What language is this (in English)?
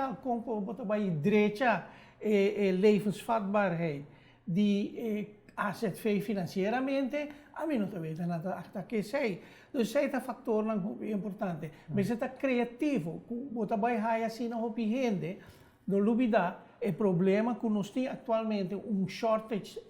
Papiamento